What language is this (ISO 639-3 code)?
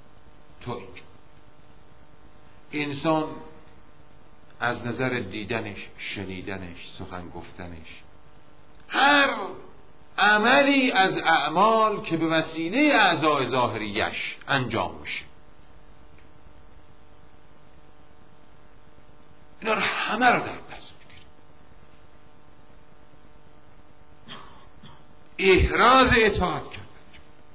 fas